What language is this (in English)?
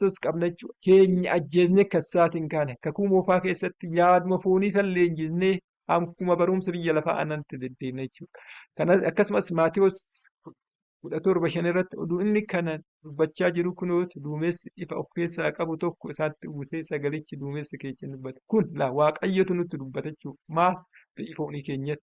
Oromo